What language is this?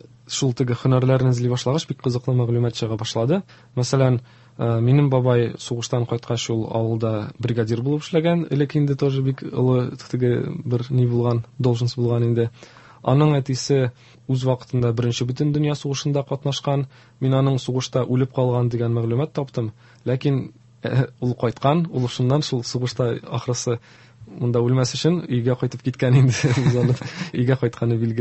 Tatar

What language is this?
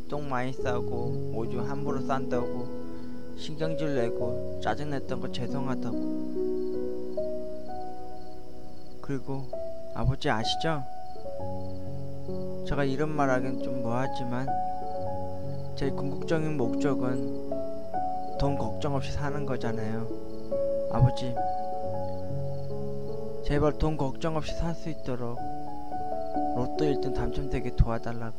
Korean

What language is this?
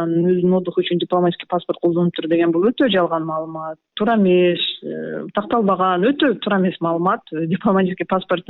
Kyrgyz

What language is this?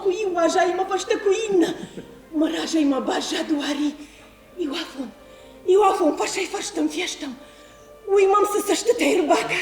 Ossetic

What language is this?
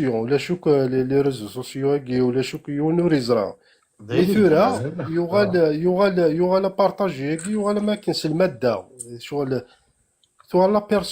Kabyle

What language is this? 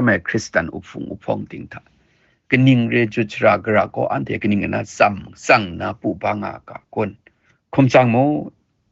Kachin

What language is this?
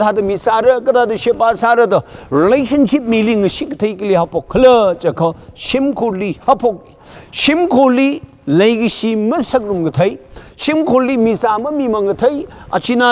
Tangkhul Naga (India)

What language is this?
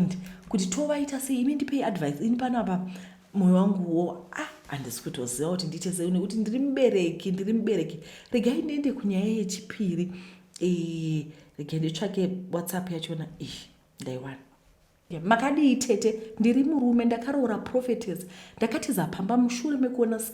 Shona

